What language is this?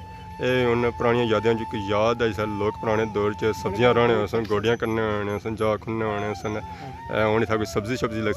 Pahari-Potwari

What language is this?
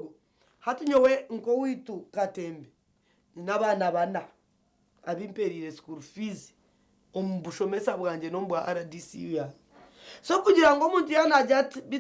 Nyankole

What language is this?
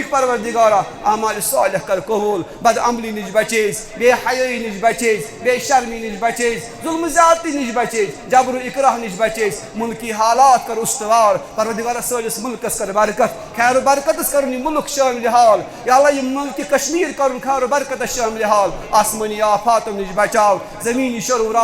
Kashmiri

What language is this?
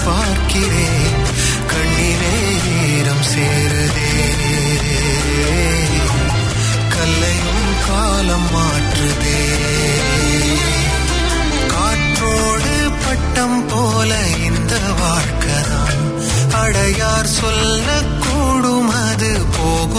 Tamil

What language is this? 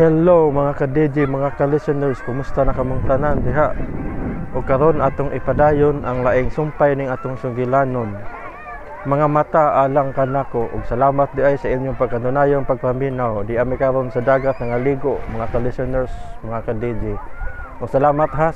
Cebuano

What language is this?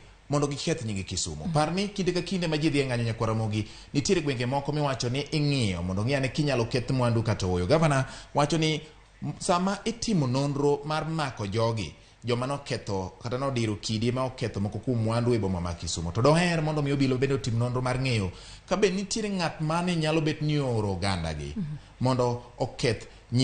Luo (Kenya and Tanzania)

